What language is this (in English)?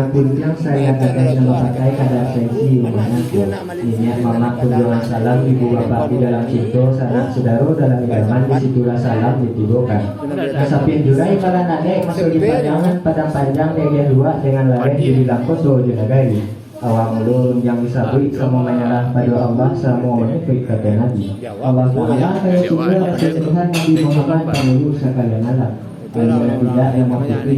Minangkabau